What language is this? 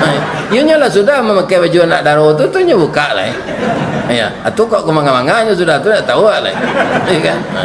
Minangkabau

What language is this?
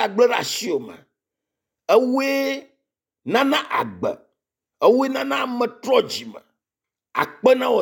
Ewe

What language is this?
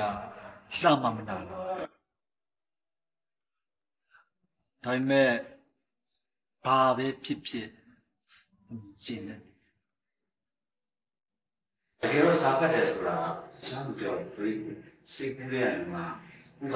Burmese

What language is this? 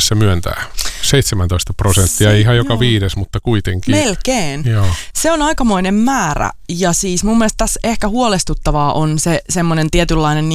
Finnish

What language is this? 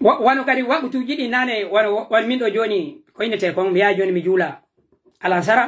Pular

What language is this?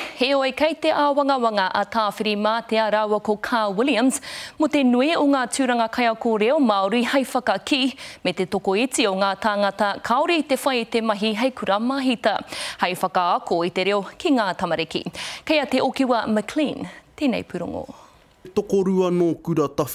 Māori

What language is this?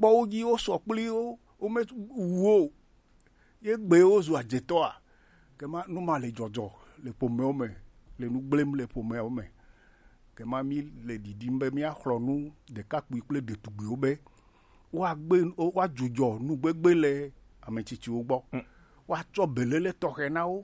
Gen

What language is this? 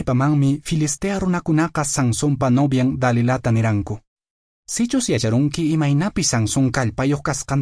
Quechua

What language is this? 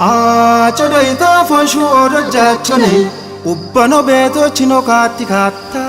Kafa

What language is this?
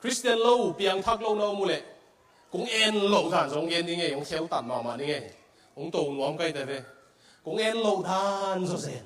Tedim Chin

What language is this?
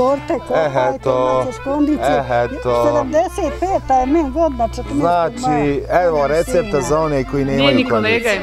Bosnian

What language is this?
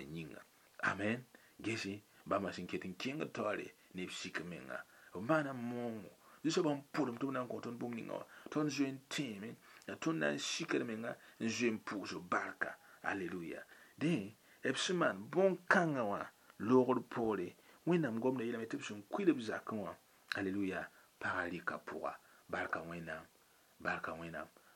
Mossi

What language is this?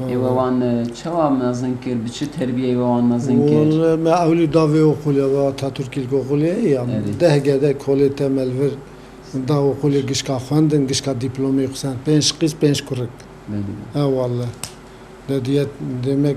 Kurdish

